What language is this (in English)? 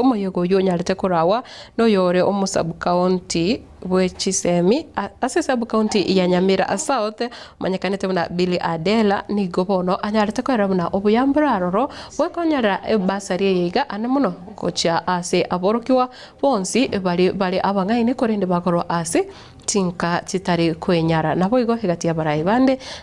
Gusii